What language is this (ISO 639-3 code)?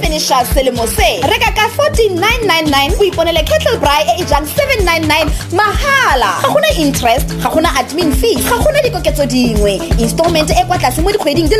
tsn